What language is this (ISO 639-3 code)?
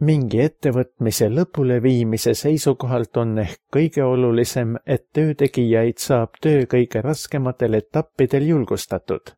est